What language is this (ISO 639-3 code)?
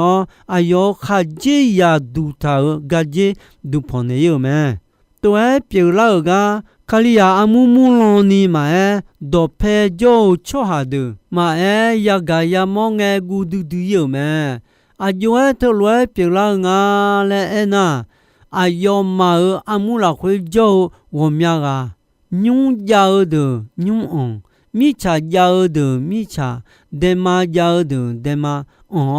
ahk